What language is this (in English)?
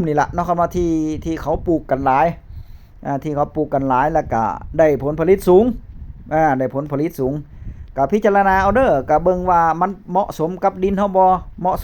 Northeastern Thai